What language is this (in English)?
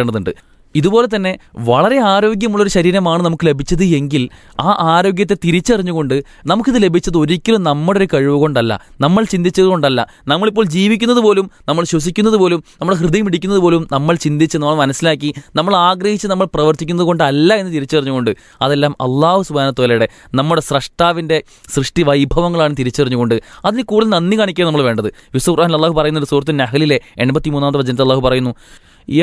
Malayalam